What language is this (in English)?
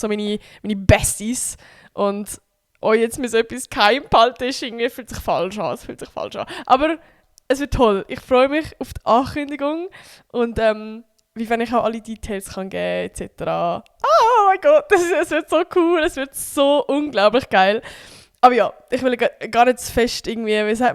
Swiss German